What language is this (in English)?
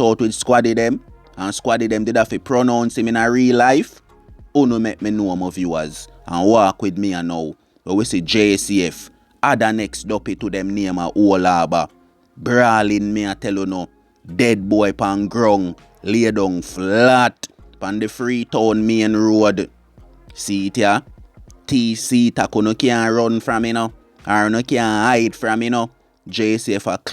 Jamaican Creole English